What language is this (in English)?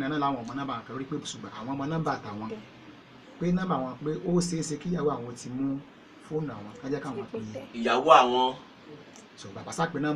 Yoruba